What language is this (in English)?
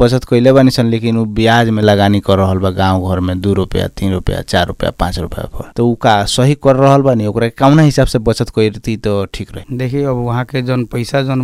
Bhojpuri